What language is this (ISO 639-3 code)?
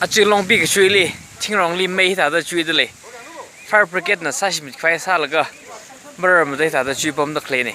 nmf